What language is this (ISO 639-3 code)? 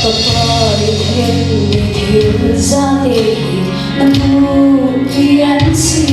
cfm